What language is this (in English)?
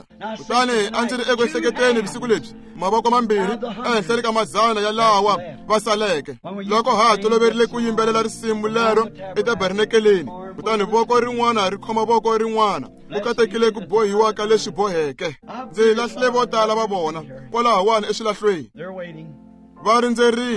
Tsonga